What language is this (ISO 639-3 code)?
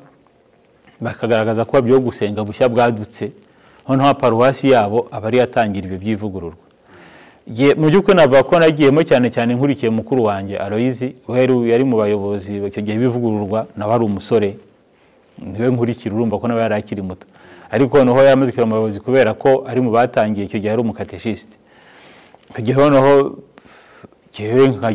kin